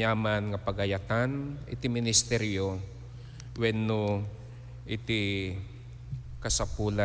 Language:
Iloko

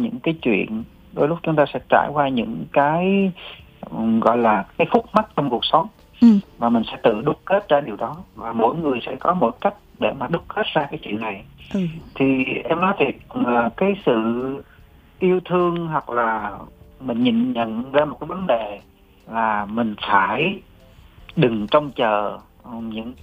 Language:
Vietnamese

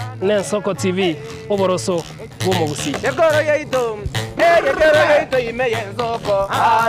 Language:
Gusii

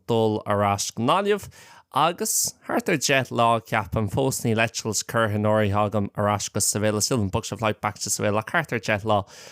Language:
Irish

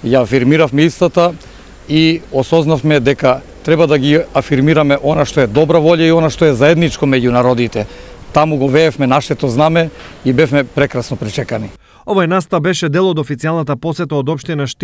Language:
Macedonian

